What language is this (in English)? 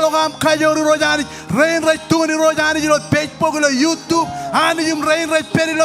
Marshallese